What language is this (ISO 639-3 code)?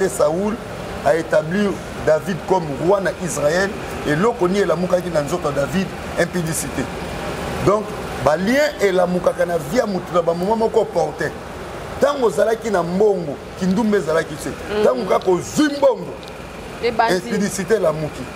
lin